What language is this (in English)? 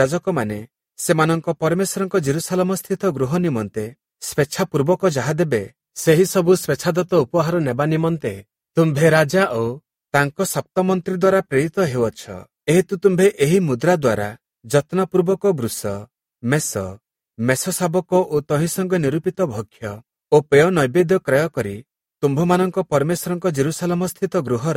Odia